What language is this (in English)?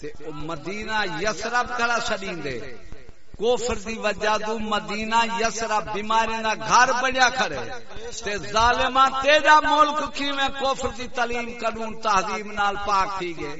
Saraiki